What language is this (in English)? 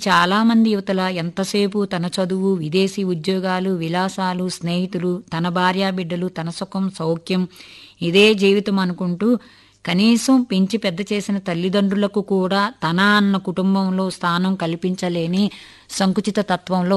Telugu